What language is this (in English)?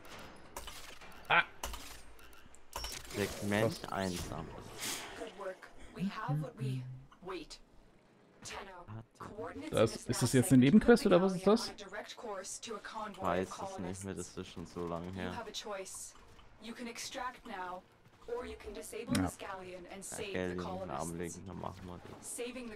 German